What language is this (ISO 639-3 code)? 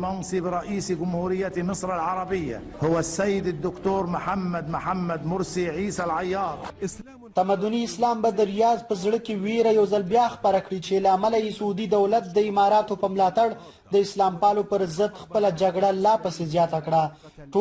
pus